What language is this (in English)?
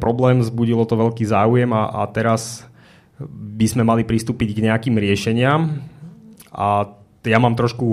Slovak